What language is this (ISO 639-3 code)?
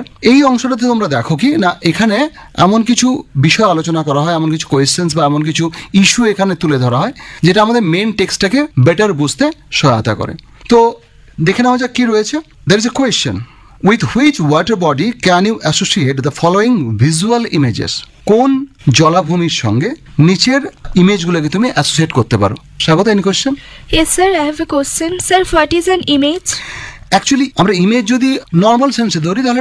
ben